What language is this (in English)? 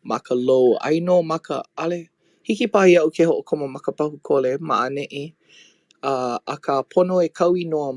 Hawaiian